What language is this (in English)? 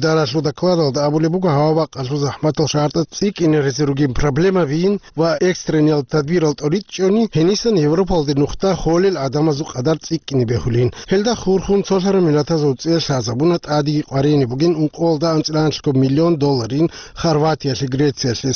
Avaric